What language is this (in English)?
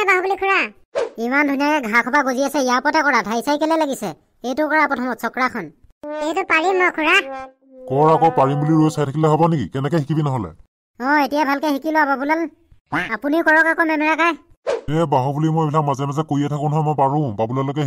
Assamese